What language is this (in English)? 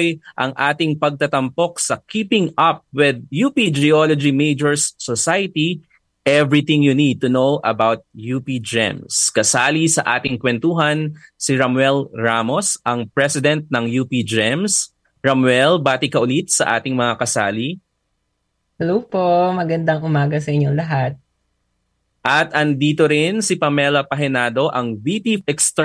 Filipino